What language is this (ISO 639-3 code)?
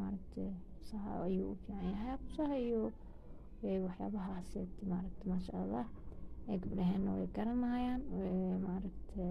som